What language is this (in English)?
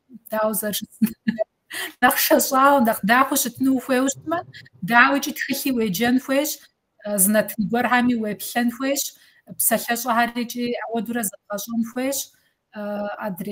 Kabardian